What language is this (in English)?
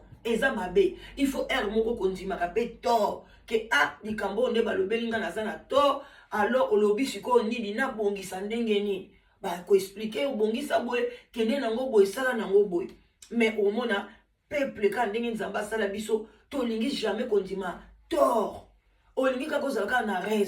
Lingala